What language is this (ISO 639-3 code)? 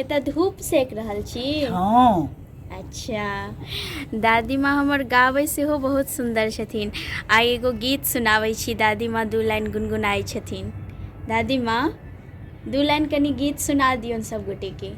mai